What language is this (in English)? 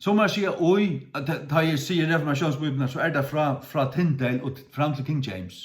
Faroese